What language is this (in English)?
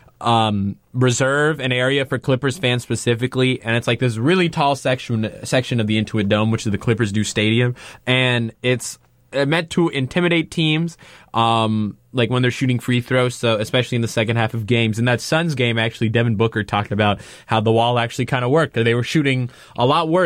English